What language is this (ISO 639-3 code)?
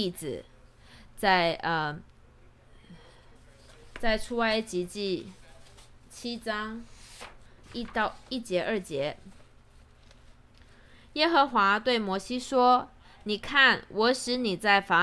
zho